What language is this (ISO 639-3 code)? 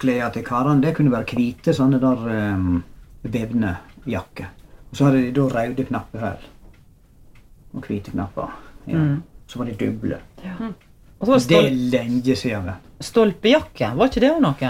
nor